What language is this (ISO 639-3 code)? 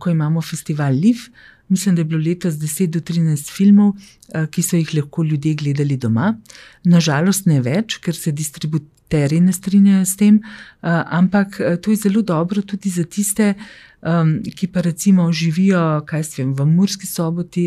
slv